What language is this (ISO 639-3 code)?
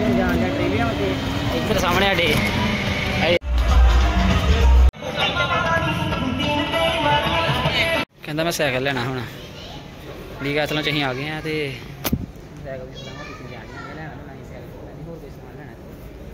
pan